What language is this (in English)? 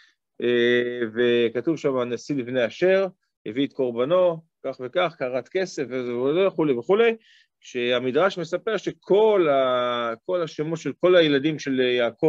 Hebrew